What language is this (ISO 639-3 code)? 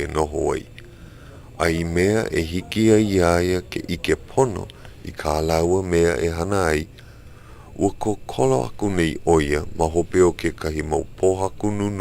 haw